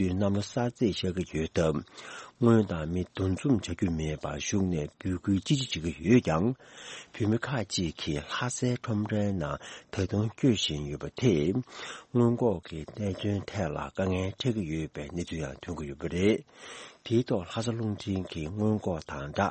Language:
Tibetan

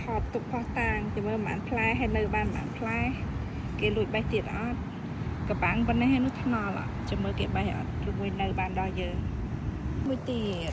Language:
Khmer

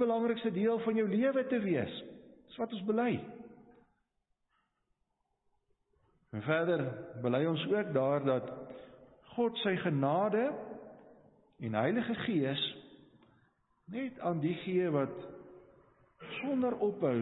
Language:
Afrikaans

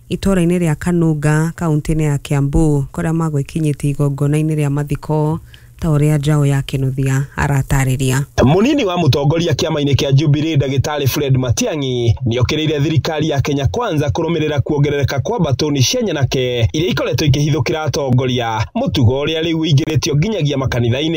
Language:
Kikuyu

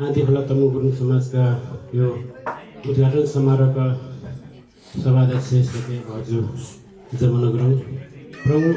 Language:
Nepali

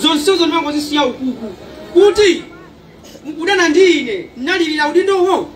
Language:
Nyanja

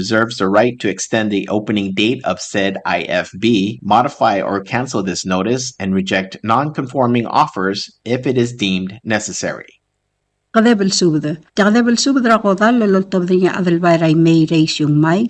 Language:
Palauan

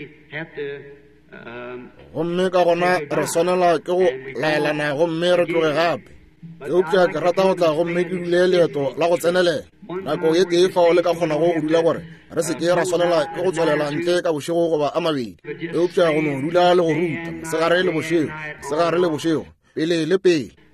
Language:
Northern Sotho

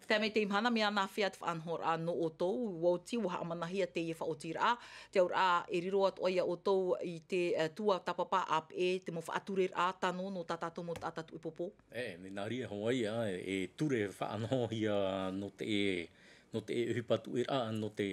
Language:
Tahitian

